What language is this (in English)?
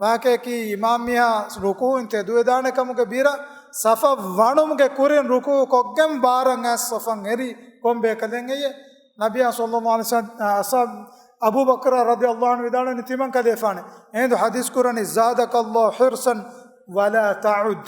Divehi